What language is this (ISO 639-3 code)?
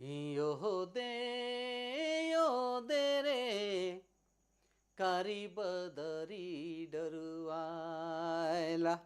sck